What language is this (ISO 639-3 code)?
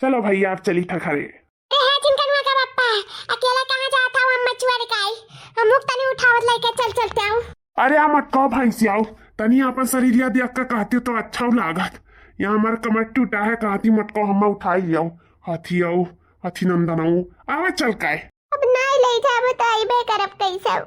awa